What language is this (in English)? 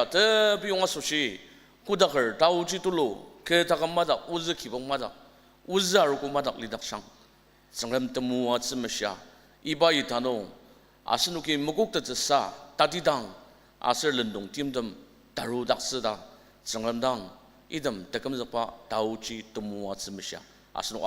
Ao Naga